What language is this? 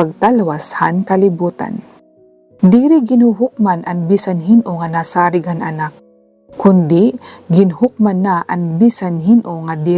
Waray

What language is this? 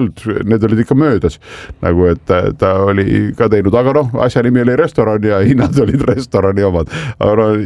Estonian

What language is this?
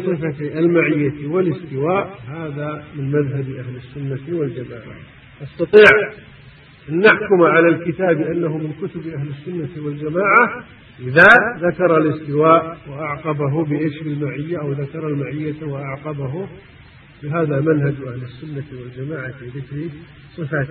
Arabic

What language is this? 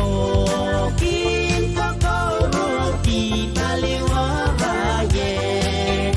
Pohnpeian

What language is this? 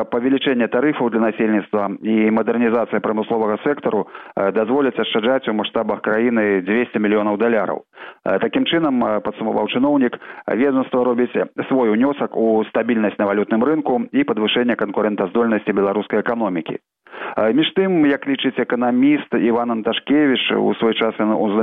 Belarusian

